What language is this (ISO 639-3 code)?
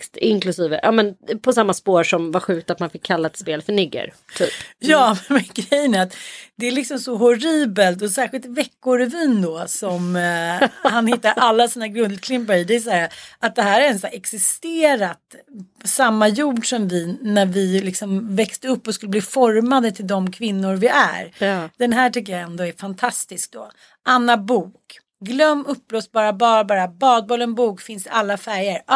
swe